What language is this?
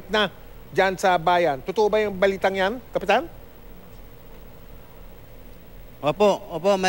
Filipino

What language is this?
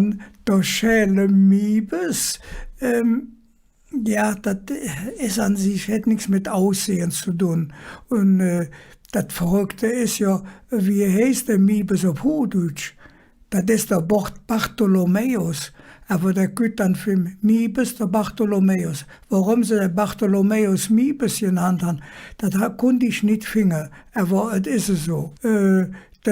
Colognian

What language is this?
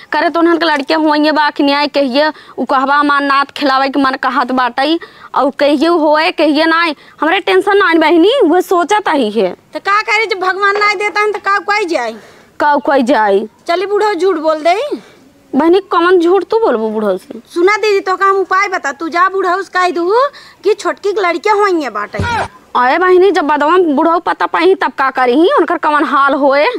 Awadhi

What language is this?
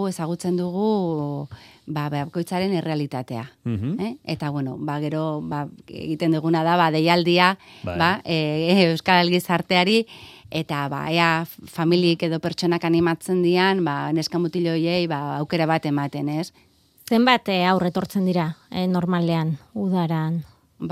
Basque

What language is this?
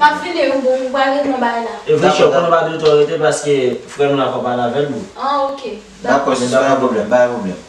Haitian Creole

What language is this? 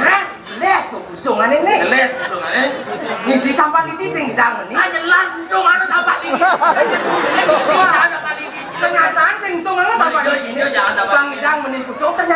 Balinese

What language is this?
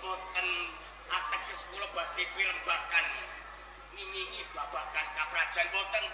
Javanese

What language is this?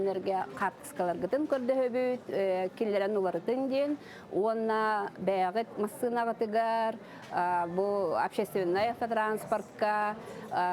Yakut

